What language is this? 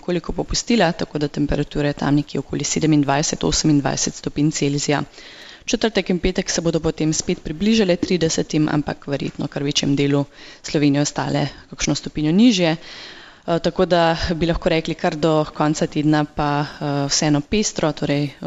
Slovenian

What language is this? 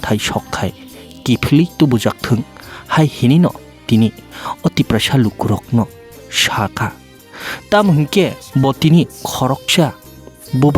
Kok Borok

